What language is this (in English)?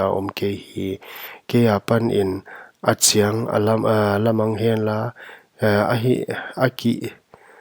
Paite Chin